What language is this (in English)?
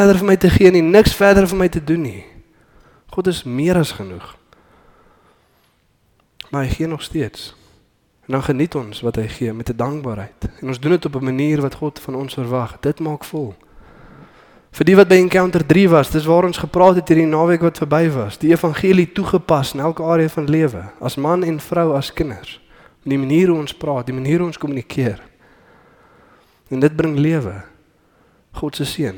Afrikaans